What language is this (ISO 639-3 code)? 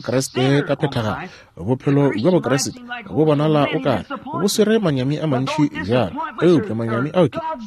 nso